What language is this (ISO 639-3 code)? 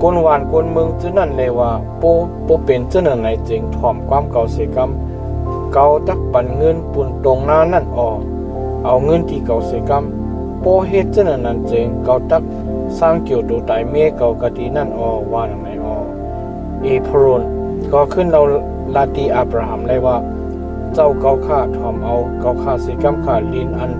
shn